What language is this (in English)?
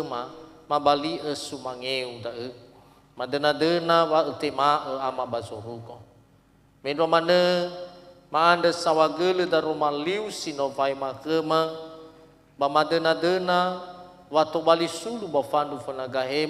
Nias